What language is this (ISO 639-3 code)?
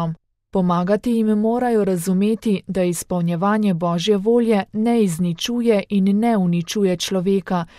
slv